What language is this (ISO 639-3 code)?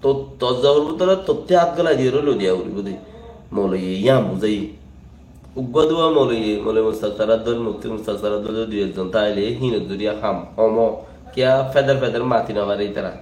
rhg